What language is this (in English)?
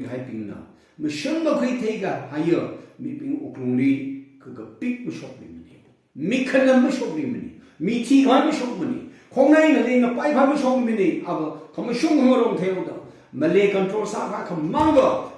Tangkhul Naga (India)